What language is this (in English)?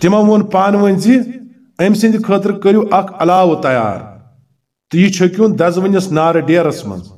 Kashmiri